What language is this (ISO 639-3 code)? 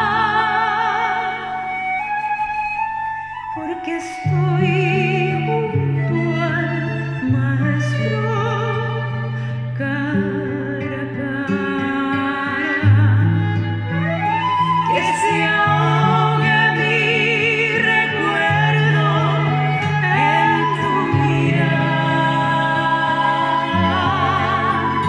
spa